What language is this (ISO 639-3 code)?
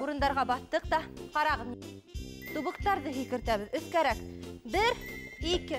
bak